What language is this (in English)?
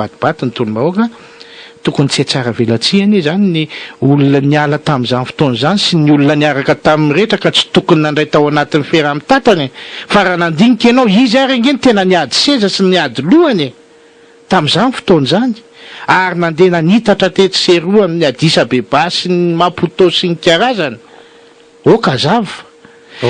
Malagasy